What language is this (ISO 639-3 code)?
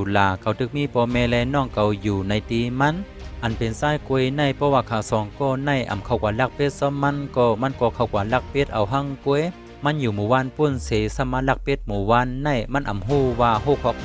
shn